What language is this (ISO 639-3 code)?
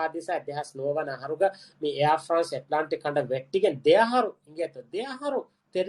div